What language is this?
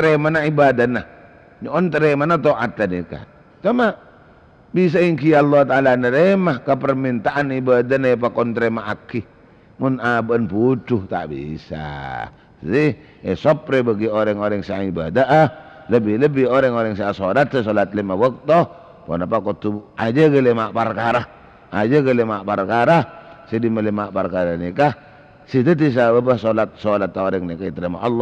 Madurese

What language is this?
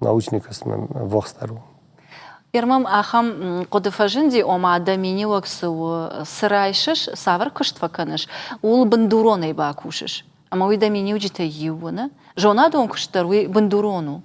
Ossetic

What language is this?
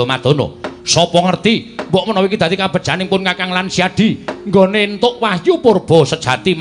Javanese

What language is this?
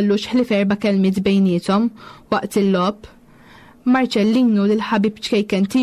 Maltese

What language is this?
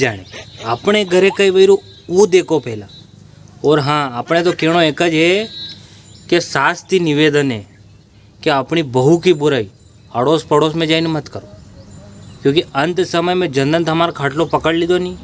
Rajasthani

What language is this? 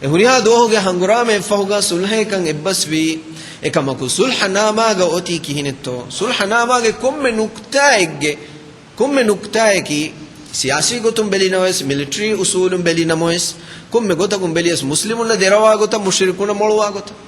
Divehi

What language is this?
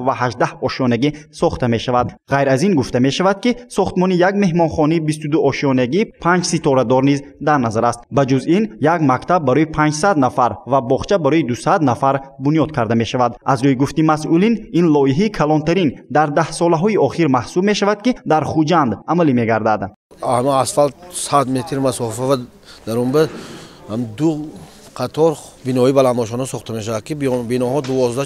Tajik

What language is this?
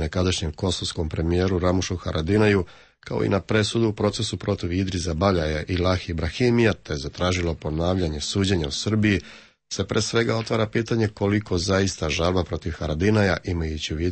Serbian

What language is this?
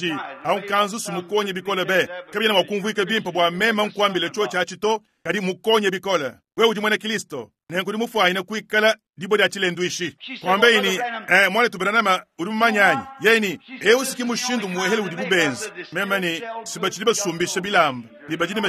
Luba-Lulua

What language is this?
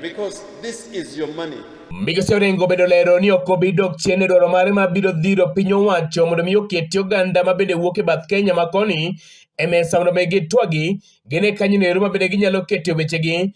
Luo (Kenya and Tanzania)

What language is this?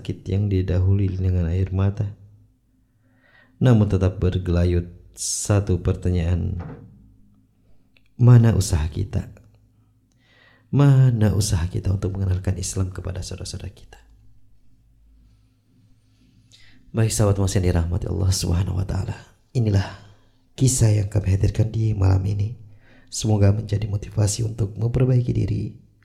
Indonesian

